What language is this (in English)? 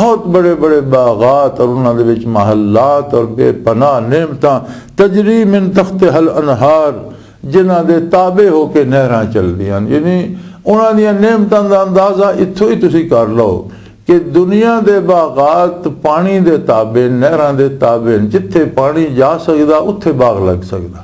Western Panjabi